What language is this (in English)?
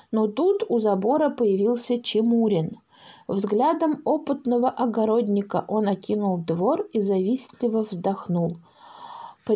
Russian